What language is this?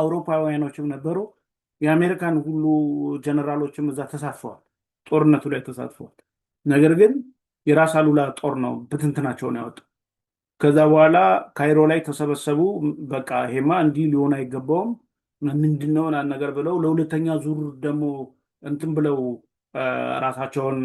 Amharic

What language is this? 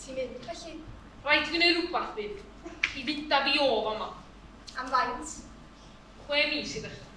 Welsh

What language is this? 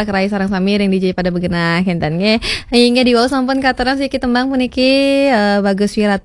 Balinese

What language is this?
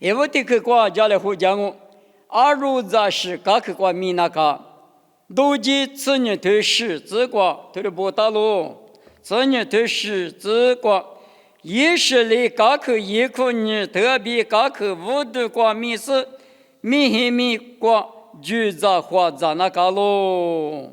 Lisu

